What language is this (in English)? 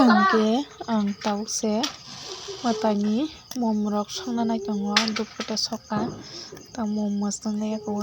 Kok Borok